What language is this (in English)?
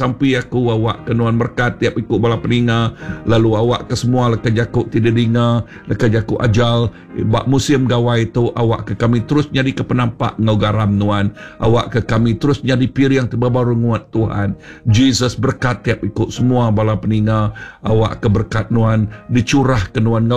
Iban